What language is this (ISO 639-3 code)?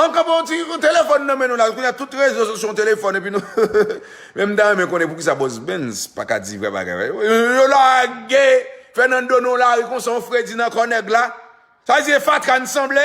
hat